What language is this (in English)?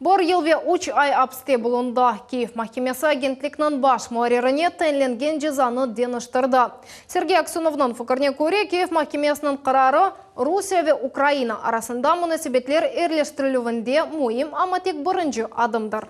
Crimean Tatar